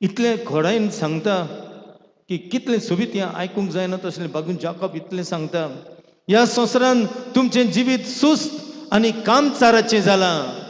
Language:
Konkani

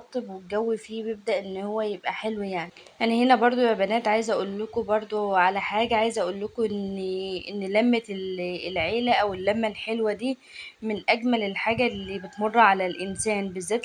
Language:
Egyptian Arabic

